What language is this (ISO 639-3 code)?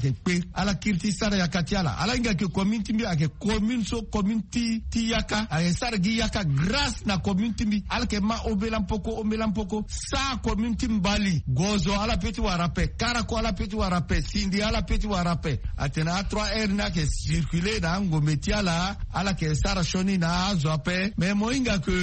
sag